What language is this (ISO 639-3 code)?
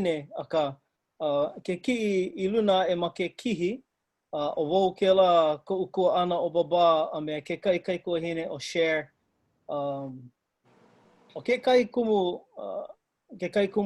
haw